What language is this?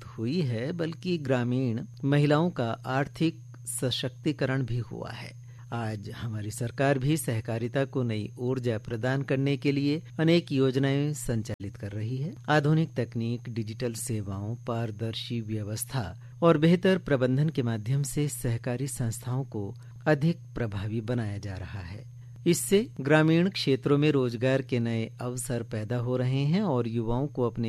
Hindi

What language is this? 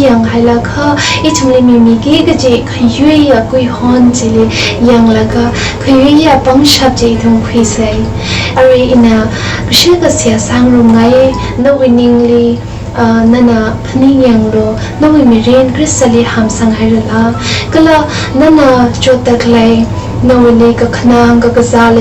Tangkhul Naga (India)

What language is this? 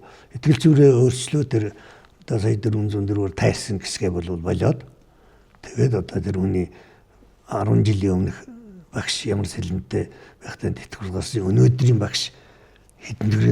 Mongolian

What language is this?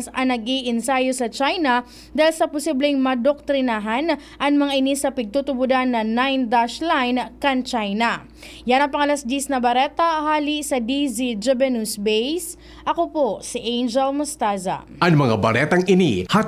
Bikol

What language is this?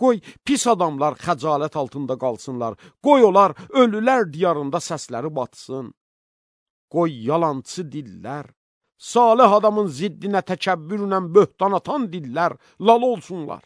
Azerbaijani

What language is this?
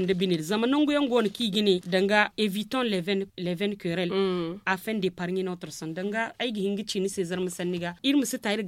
Zarma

